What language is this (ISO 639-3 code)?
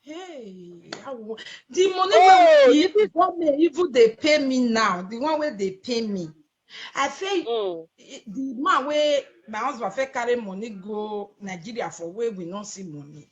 pcm